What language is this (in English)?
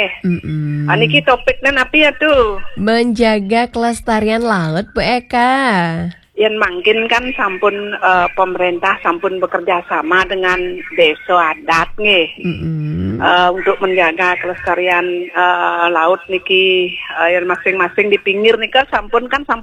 Balinese